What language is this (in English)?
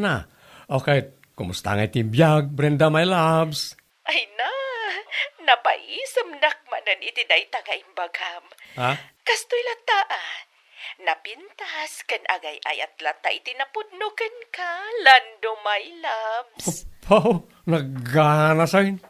Iloko